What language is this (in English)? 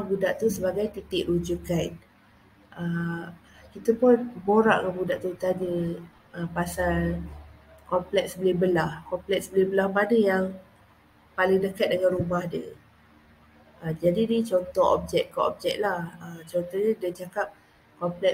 Malay